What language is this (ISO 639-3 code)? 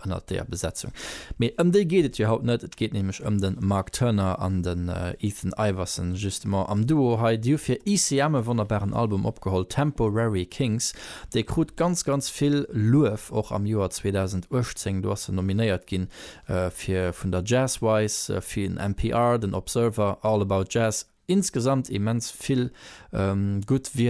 ltz